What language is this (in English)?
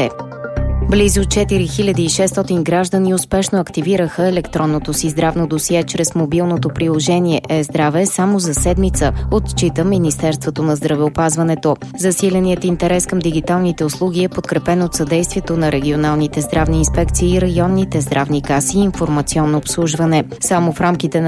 Bulgarian